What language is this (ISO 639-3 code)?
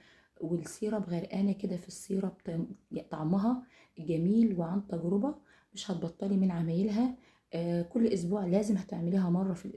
arz